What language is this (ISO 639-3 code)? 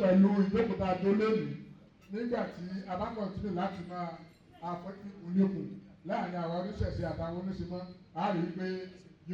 yor